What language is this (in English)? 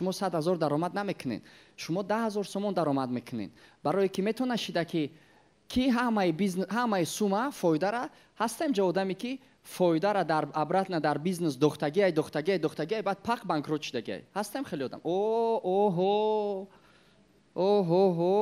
Tajik